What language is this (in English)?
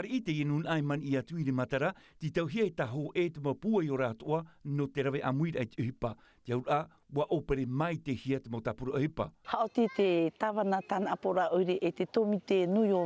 Tahitian